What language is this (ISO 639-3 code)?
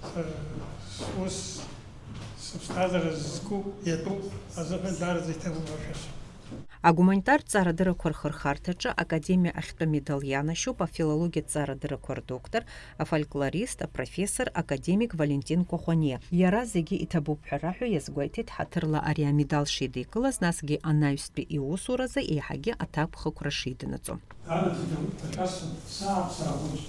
abk